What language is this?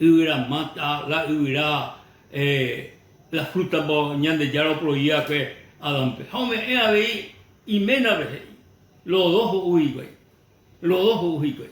Guarani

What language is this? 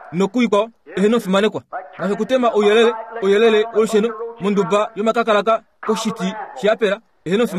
Kuanyama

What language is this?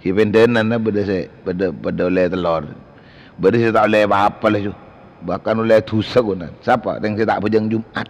Madurese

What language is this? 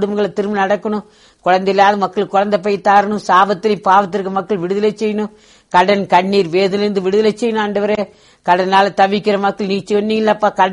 Tamil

